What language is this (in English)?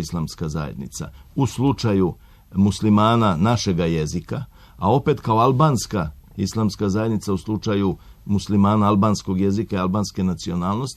Serbian